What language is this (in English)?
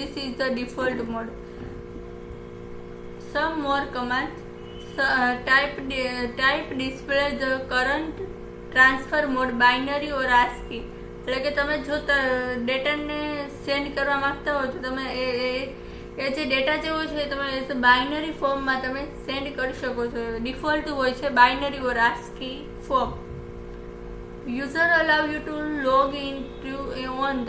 Gujarati